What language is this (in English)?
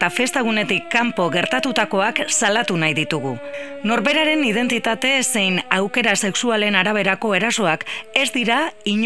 Basque